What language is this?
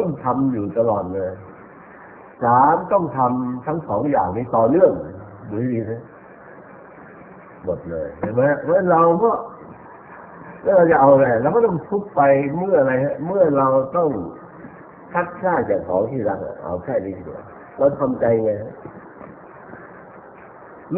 Thai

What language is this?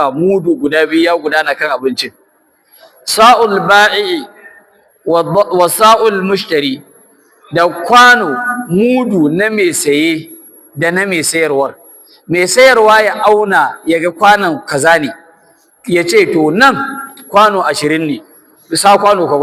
Hausa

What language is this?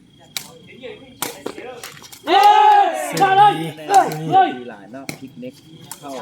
Lao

